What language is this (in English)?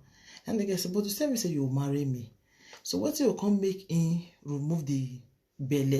Nigerian Pidgin